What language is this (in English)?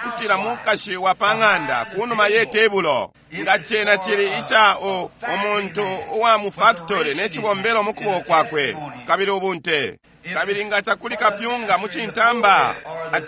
Bemba